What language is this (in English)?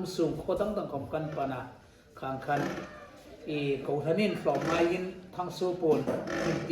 Hmar